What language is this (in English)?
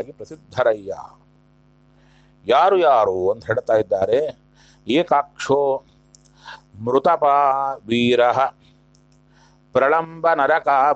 Kannada